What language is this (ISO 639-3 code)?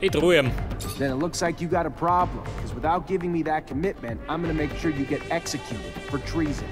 bar